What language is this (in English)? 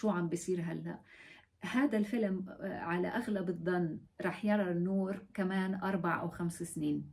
North Levantine Arabic